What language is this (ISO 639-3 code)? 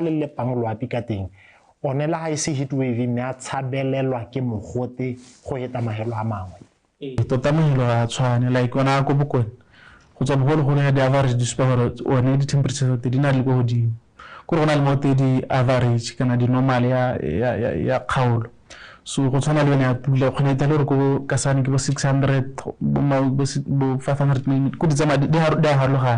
tsn